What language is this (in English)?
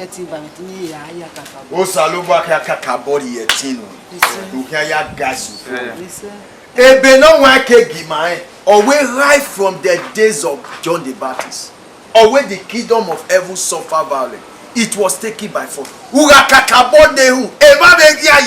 Bini